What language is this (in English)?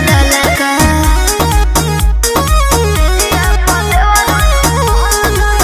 Bhojpuri